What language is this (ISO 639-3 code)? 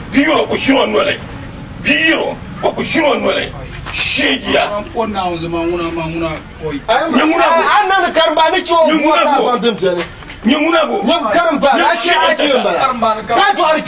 dag